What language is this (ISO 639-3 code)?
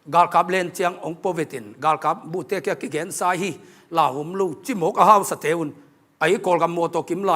ctd